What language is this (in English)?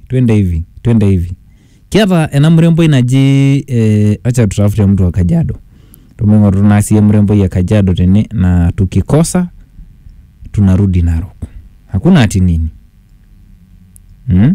Swahili